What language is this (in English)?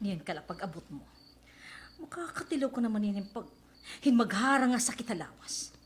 Waray